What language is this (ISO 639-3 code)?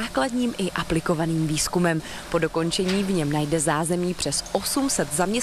ces